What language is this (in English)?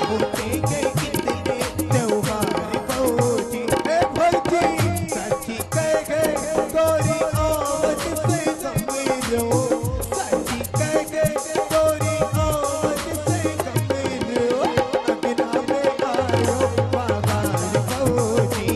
Chhattisgarhi